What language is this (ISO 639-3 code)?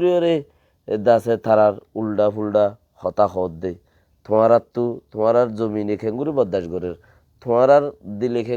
rhg